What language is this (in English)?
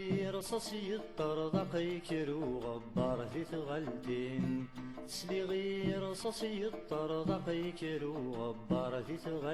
Kabyle